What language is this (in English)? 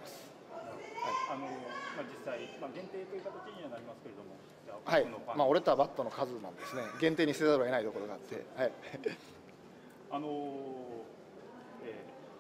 Japanese